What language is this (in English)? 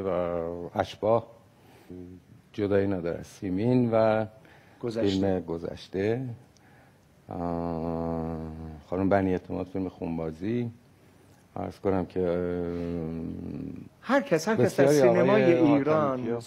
Persian